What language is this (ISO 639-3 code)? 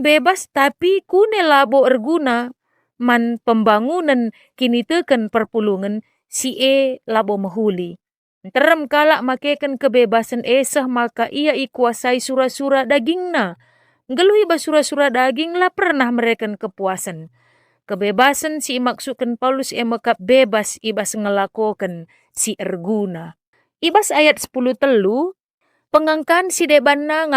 btx